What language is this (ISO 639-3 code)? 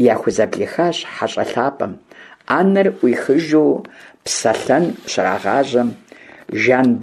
kbd